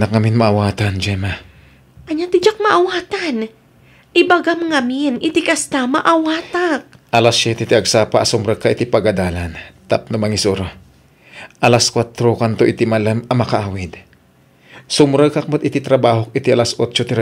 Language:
Iloko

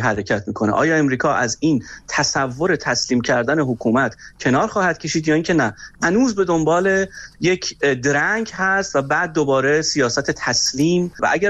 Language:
Persian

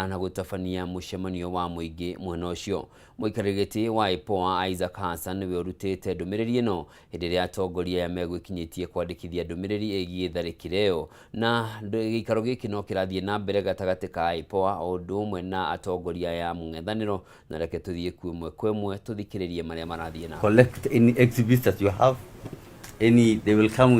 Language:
Kikuyu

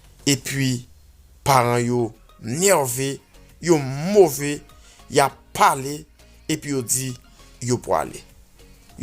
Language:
Haitian Creole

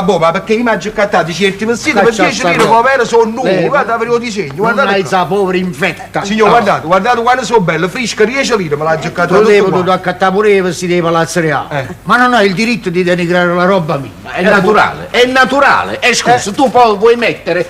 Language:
Neapolitan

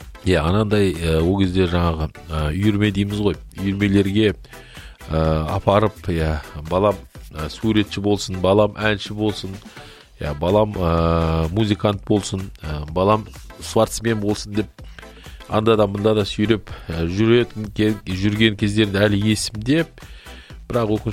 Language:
Kazakh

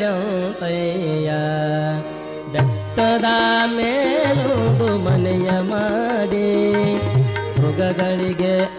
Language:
Kannada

